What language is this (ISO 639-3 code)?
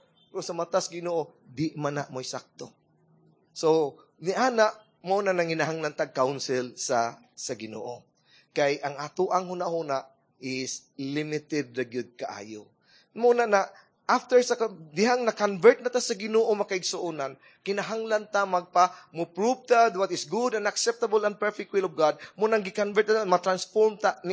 ceb